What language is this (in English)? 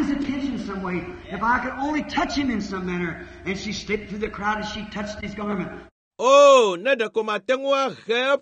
Ewe